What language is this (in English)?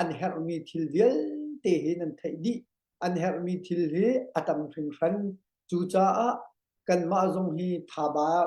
Hakha Chin